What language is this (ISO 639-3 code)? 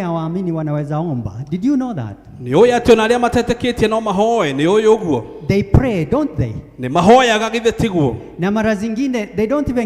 kik